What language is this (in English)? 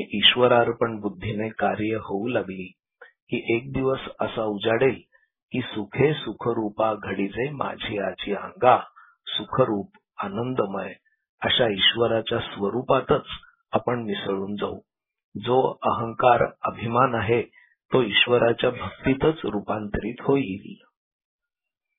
Marathi